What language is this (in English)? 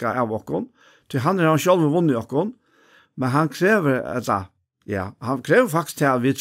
Faroese